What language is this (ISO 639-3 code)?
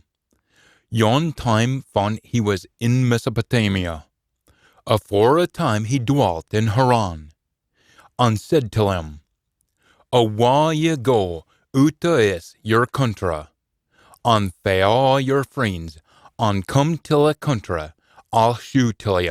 sco